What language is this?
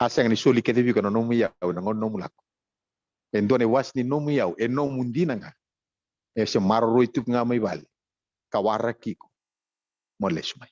Fijian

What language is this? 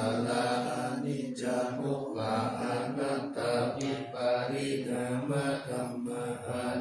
Pali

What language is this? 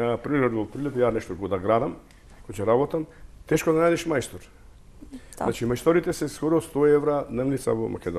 Macedonian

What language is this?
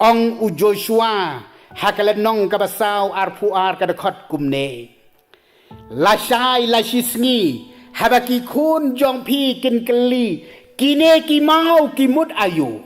Khasi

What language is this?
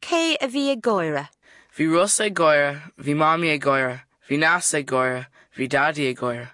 Irish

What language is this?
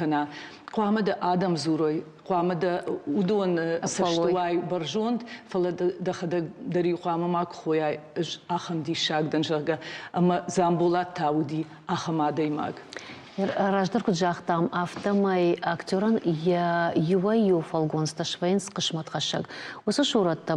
Ossetic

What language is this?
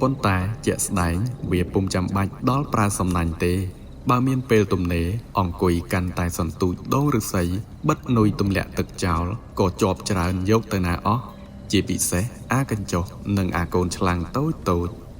Khmer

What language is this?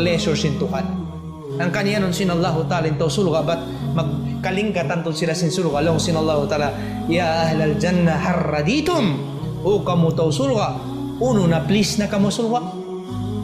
Tausug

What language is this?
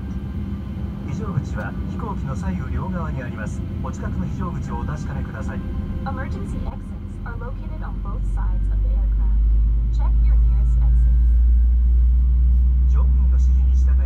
Japanese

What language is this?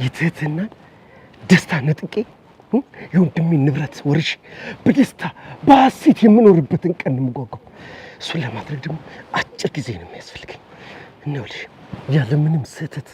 Amharic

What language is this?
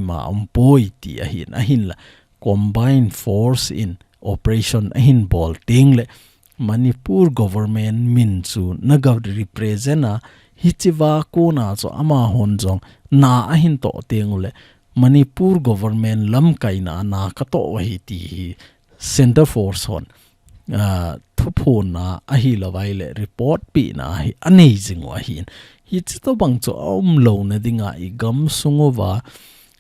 Thado Chin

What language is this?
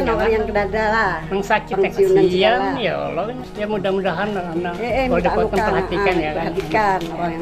Banjar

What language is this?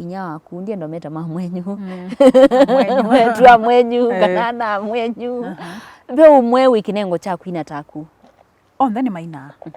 Kamba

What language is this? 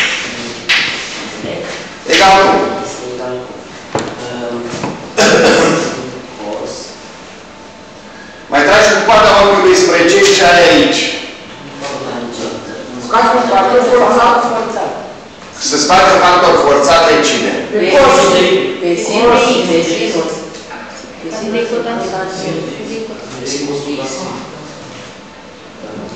Romanian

